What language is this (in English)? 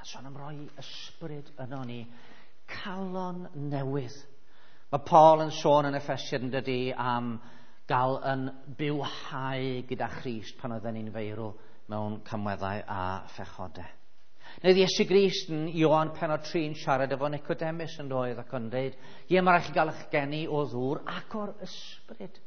Welsh